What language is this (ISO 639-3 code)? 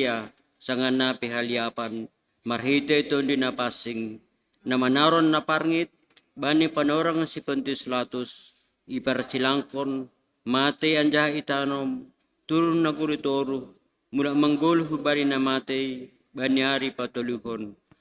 bts